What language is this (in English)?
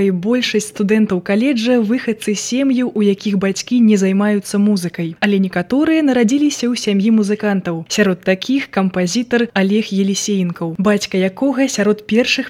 Belarusian